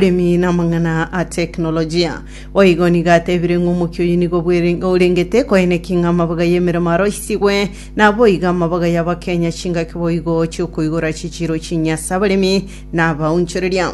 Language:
Gusii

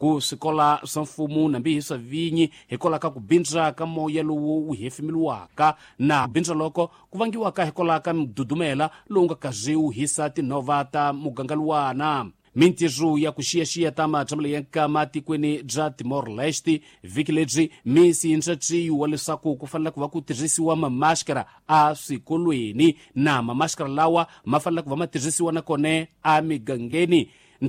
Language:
Tsonga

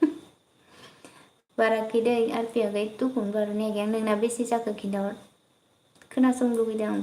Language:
Bodo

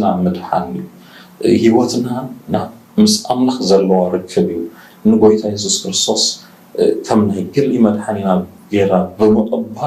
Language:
Tigrinya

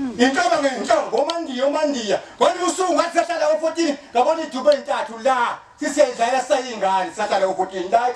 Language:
Zulu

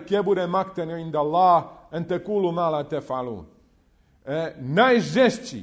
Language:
Bosnian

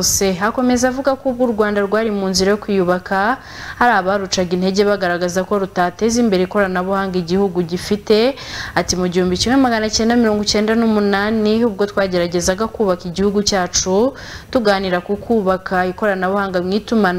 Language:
Kinyarwanda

